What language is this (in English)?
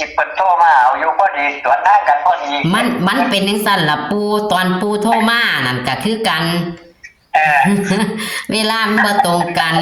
Northeastern Thai